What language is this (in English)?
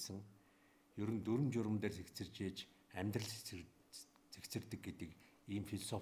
Mongolian